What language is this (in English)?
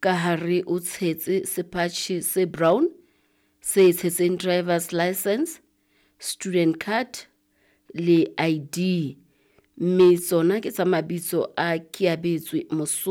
Southern Sotho